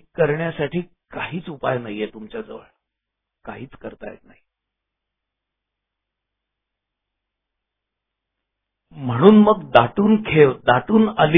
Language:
Marathi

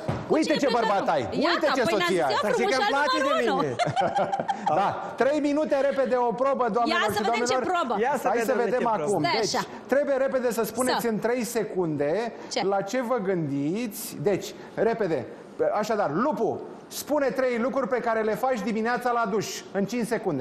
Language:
Romanian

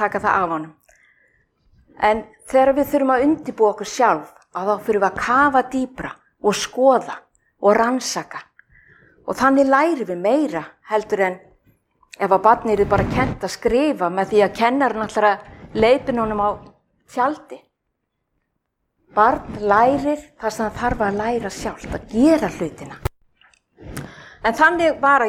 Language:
Icelandic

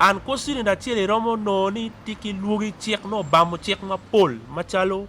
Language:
Acoli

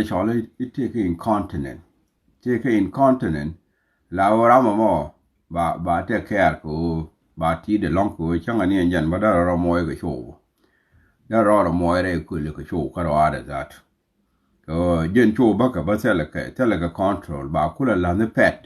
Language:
Nuer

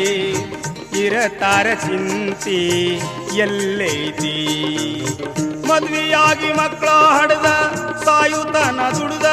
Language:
Kannada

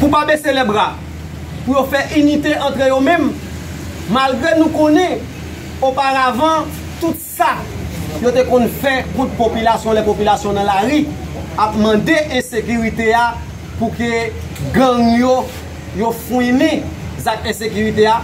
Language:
Haitian Creole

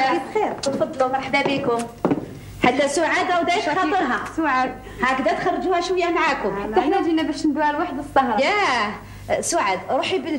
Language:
Algerian Arabic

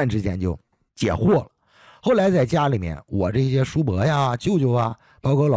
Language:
Chinese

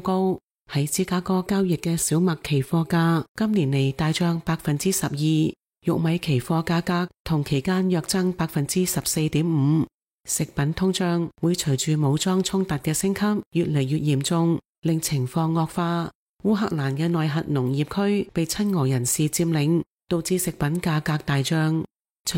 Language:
Cantonese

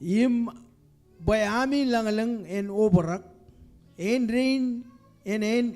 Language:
Marshallese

